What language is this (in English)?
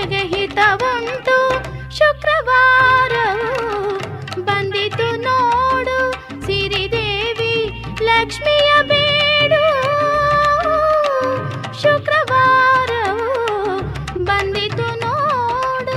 Kannada